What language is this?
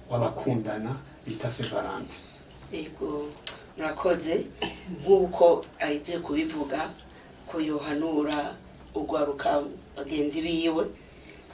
Rundi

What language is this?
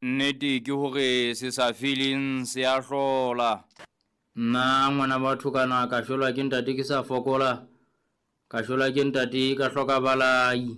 Southern Sotho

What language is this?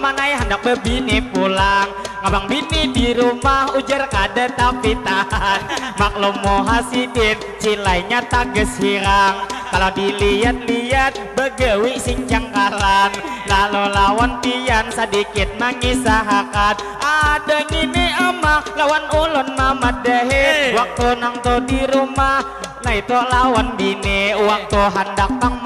Banjar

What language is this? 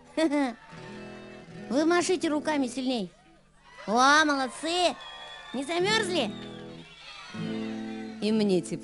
Russian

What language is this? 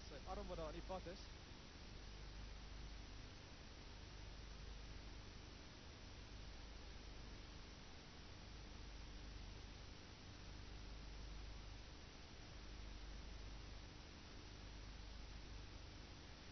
Afrikaans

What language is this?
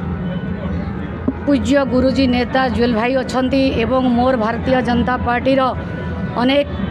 Odia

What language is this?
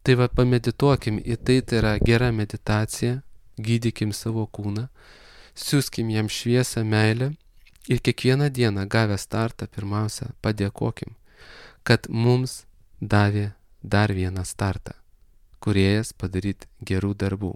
Lithuanian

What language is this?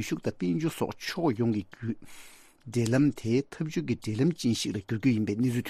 Tibetan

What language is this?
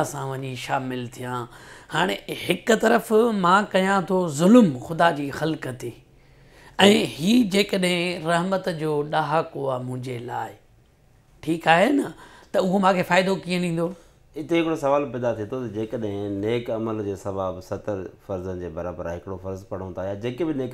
Sindhi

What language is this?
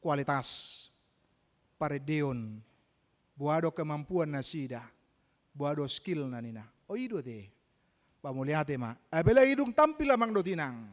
Batak Toba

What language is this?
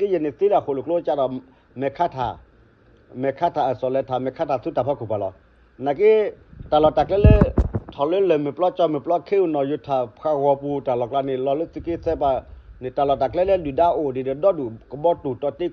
S'gaw Karen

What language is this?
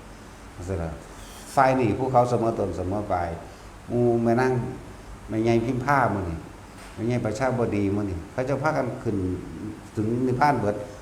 Northeastern Thai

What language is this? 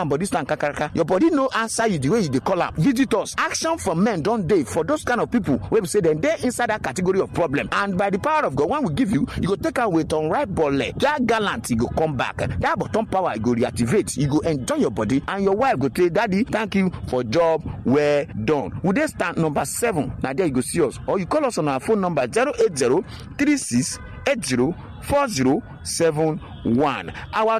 Nigerian Pidgin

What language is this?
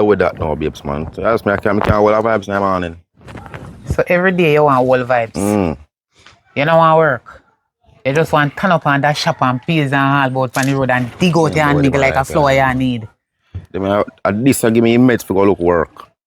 Jamaican Creole English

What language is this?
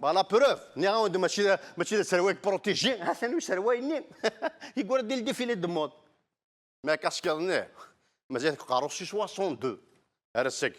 Kabyle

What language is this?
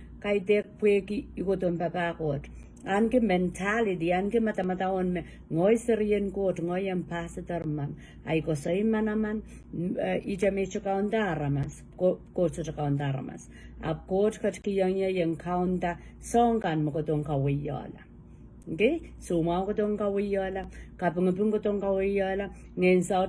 Pohnpeian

